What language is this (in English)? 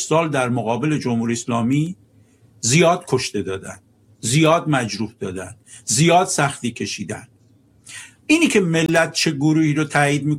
Persian